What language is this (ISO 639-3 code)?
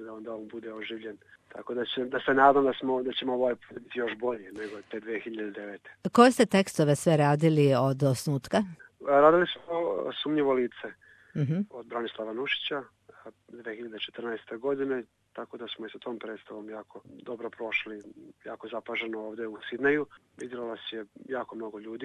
srp